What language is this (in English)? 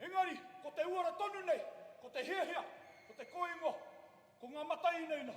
Māori